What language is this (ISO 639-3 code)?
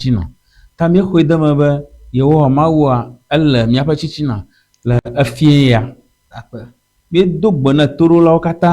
ewe